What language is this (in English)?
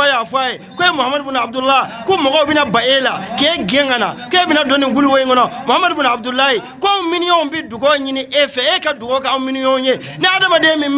Bambara